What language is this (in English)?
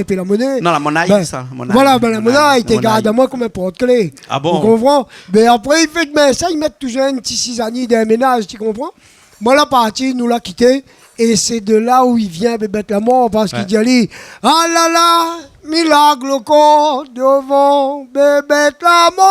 Réunion Creole French